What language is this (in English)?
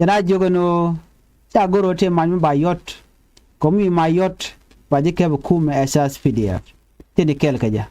Nuer